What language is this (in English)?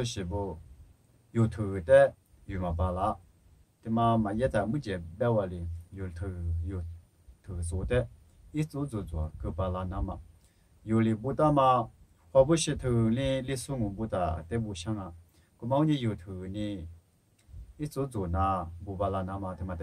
Lisu